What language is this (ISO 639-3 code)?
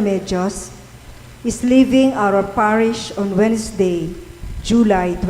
pam